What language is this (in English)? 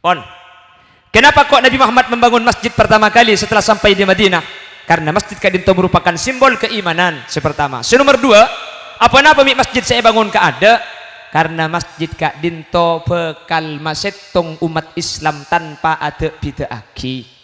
Madurese